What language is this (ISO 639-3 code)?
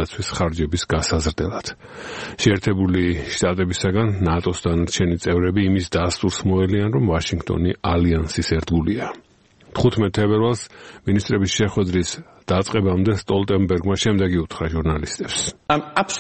kat